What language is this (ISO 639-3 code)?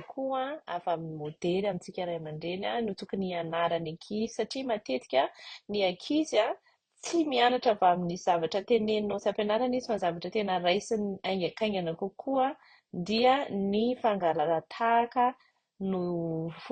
mlg